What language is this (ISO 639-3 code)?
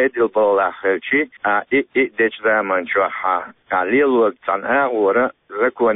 che